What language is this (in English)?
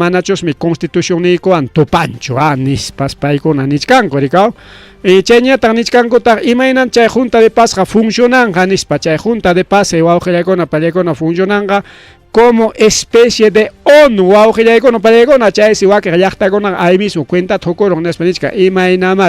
Ayacucho Quechua